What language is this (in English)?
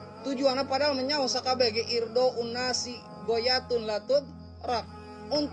Sundanese